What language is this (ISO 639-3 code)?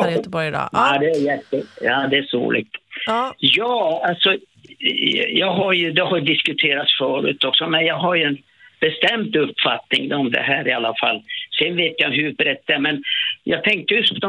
swe